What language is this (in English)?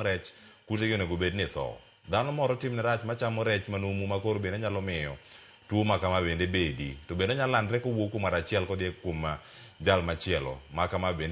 Luo (Kenya and Tanzania)